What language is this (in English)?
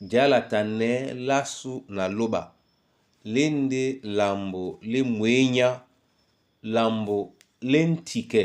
Duala